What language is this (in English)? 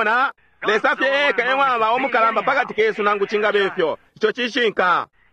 Bemba